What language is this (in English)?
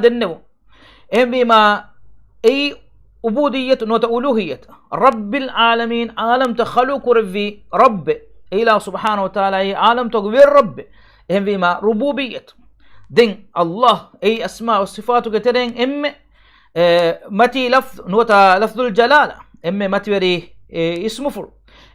Divehi